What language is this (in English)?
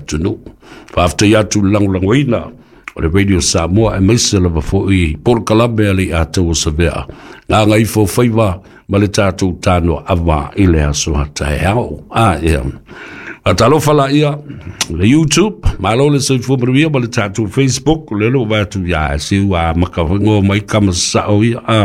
Samoan